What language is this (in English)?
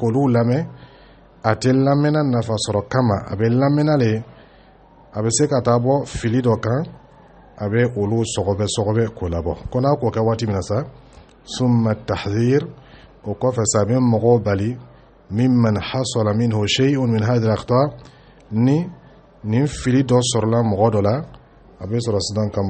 Dyula